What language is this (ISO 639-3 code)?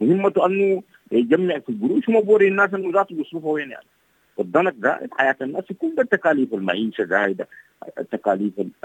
apd